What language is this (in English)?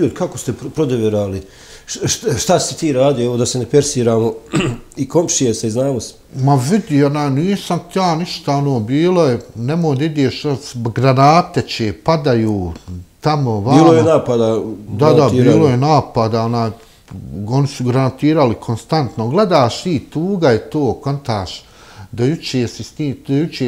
Bosnian